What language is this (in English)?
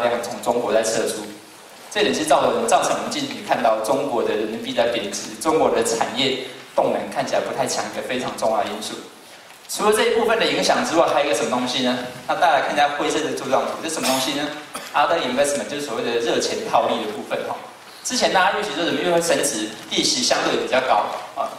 Chinese